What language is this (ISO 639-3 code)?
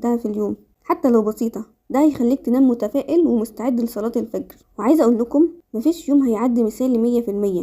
arz